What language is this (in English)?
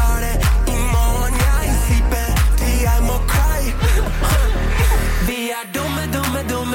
Norwegian